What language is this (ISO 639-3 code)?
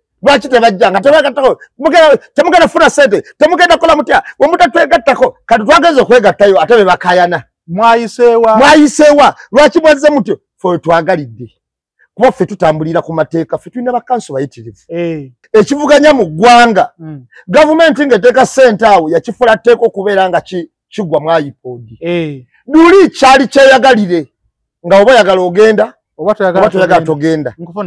lug